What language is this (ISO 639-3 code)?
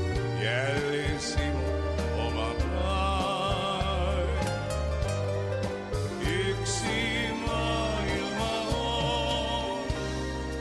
fin